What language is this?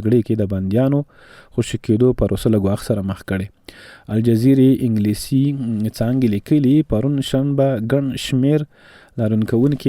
Pashto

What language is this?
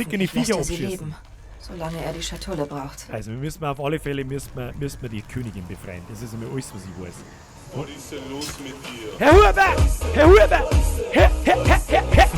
Bavarian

